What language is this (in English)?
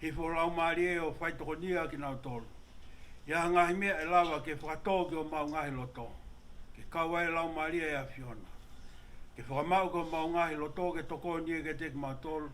Tongan